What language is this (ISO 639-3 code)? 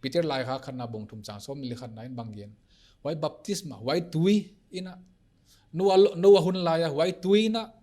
pck